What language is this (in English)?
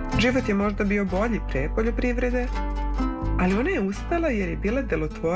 Serbian